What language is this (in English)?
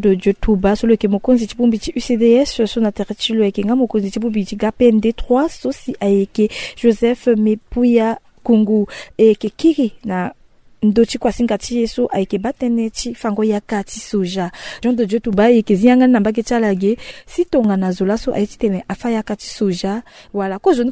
Sango